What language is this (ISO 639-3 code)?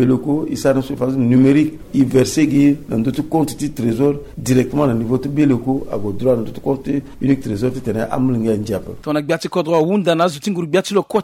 sag